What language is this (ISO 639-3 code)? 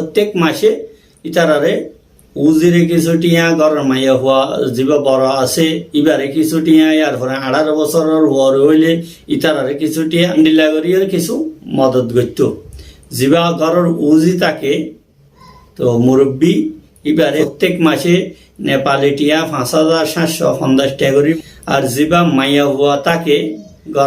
rhg